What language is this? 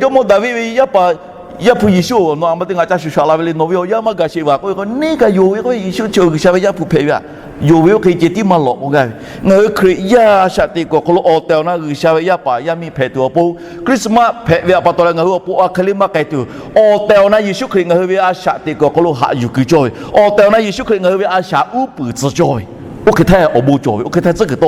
Lahu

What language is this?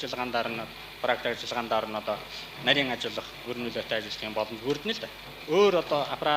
Mongolian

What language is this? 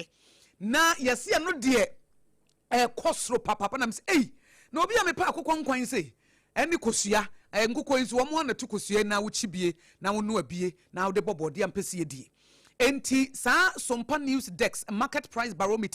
Akan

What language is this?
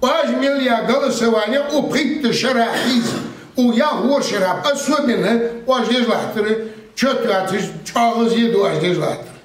Ingush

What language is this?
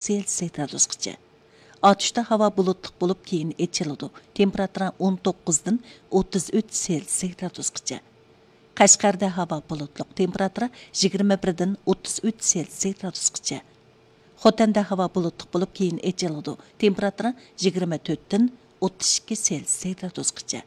Uyghur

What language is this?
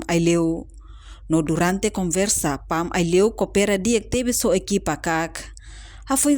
Tetum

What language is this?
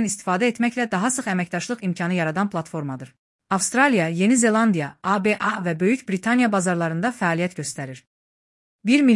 Azerbaijani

